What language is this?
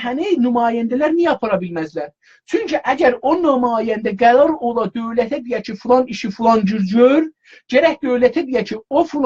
South Azerbaijani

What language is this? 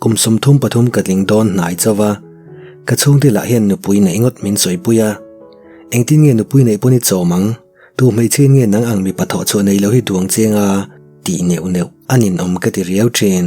Mizo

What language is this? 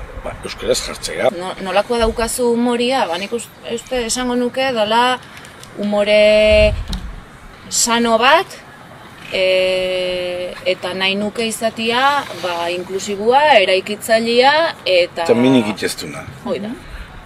Basque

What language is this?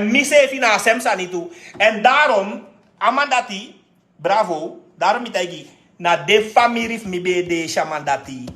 Sranan Tongo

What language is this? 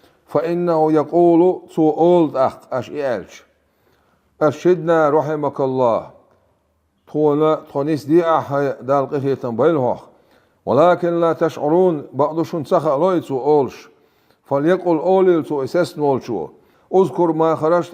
Chechen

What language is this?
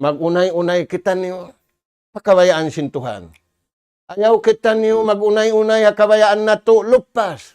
Tausug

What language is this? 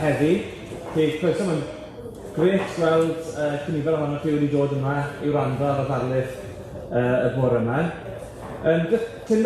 Welsh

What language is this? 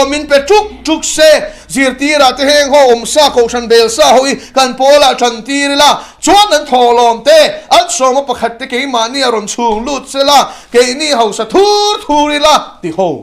Mizo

